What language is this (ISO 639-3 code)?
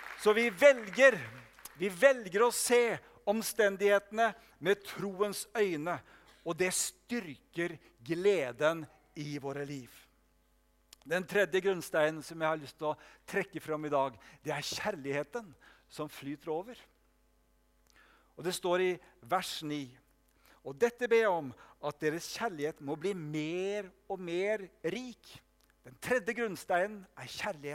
nor